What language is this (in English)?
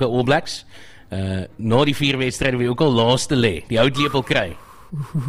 Afrikaans